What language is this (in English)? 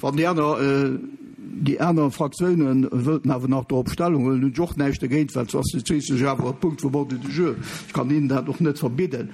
Luxembourgish